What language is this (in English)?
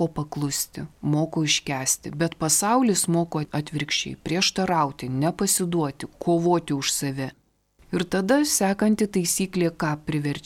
Lithuanian